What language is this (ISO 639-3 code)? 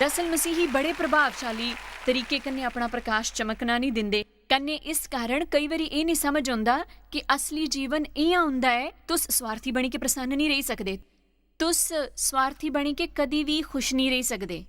doi